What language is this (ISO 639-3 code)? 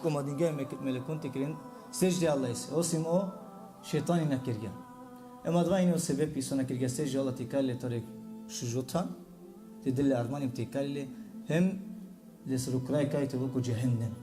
rmn